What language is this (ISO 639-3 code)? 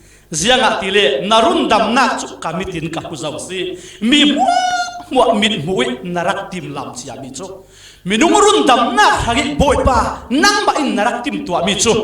cfm